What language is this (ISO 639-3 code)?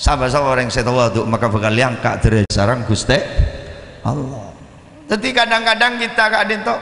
mad